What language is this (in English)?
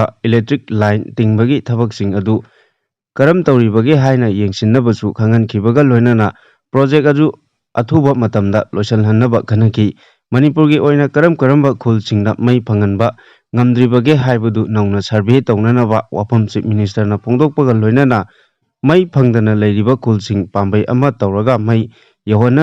Manipuri